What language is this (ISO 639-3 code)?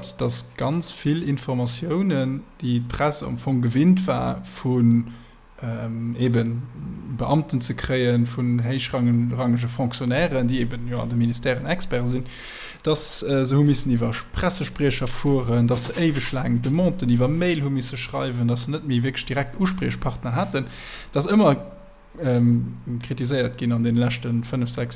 ltz